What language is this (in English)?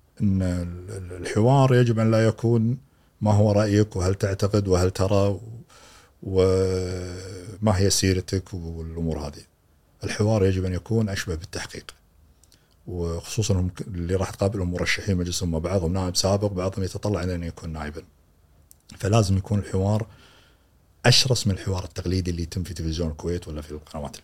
Gulf Arabic